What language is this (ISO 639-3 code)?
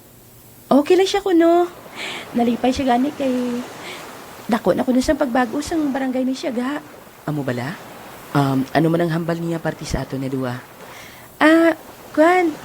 hil